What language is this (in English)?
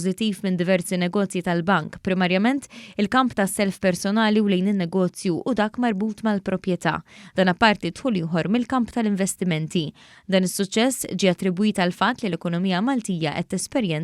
Maltese